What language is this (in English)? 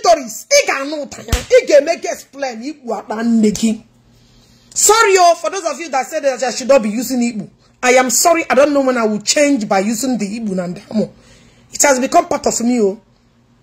Igbo